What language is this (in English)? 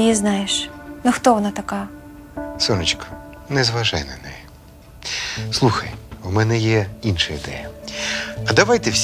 Ukrainian